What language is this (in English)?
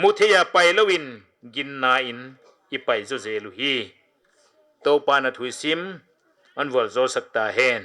Paite Chin